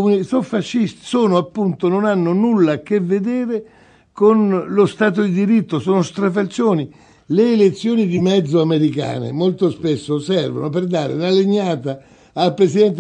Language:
Italian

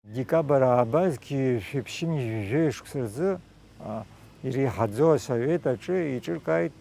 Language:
Abkhazian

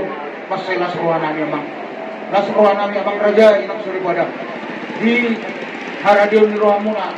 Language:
Batak Toba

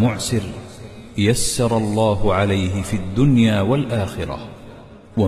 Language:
Arabic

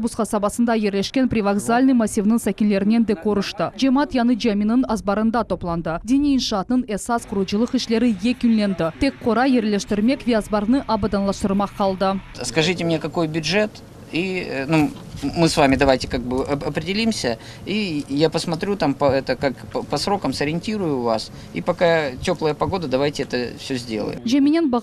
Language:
Crimean Tatar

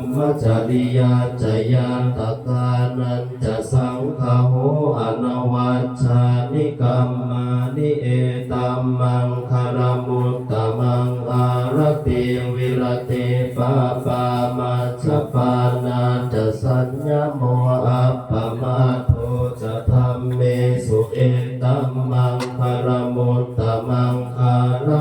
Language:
Pali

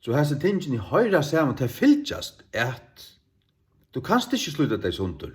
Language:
Faroese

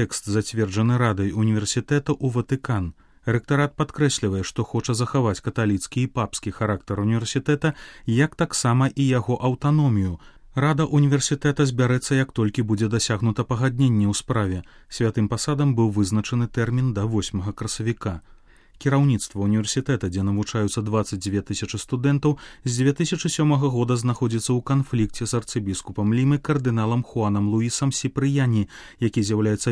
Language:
Belarusian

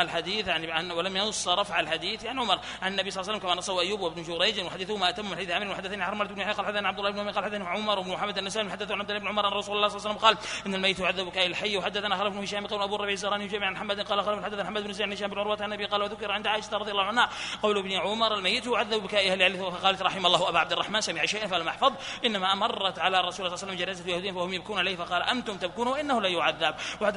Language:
Arabic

